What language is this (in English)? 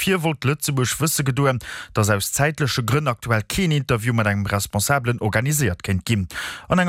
Luxembourgish